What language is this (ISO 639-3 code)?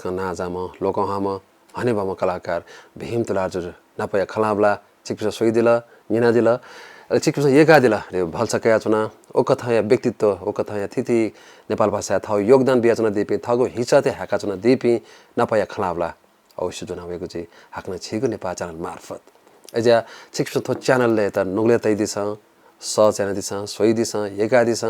new